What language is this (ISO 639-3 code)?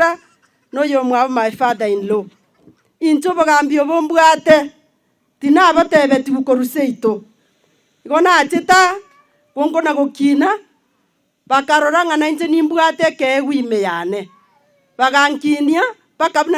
guz